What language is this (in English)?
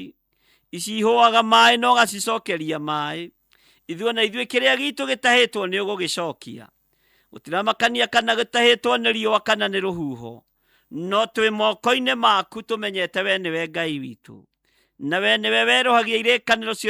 Kikuyu